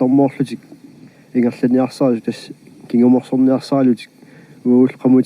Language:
Kalaallisut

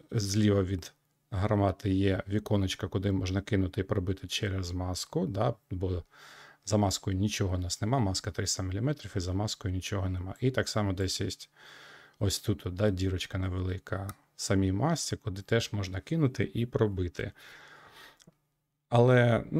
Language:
Ukrainian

